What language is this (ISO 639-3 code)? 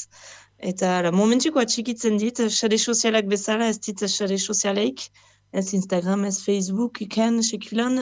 eus